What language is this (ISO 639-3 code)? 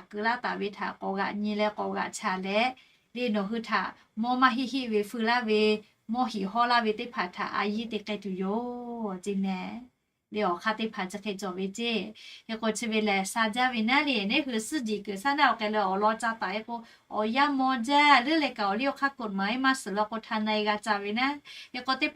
lhu